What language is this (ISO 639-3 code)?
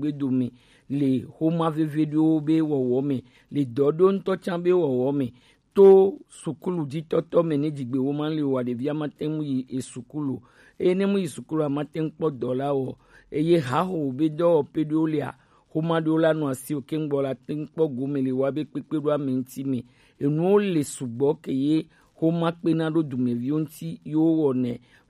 gej